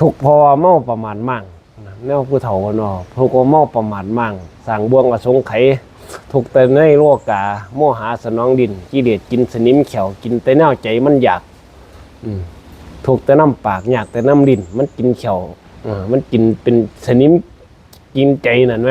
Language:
Northeastern Thai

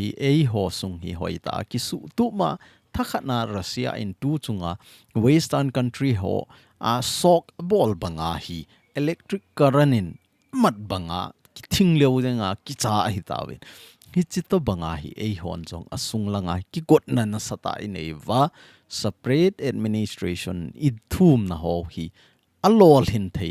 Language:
Thado Chin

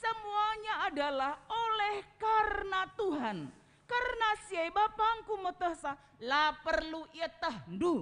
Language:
Batak Karo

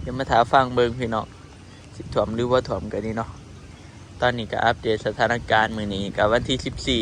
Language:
Northeastern Thai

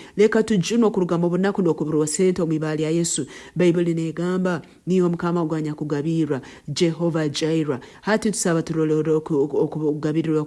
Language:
Nyoro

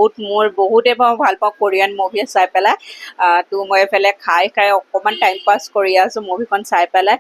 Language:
Assamese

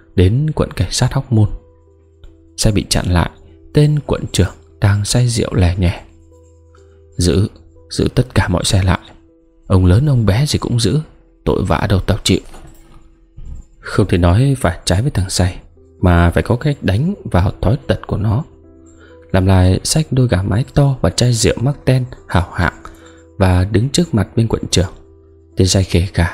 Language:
Vietnamese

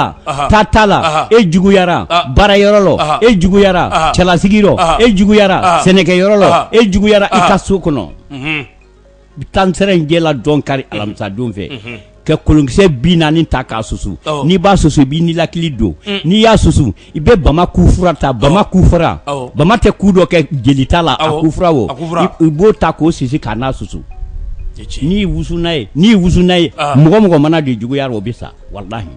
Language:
Bambara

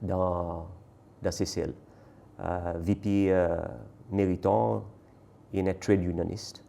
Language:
Seselwa Creole French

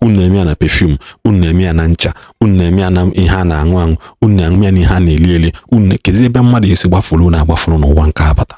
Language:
Igbo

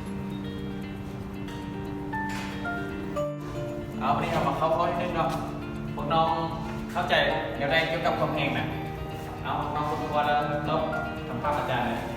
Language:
Lao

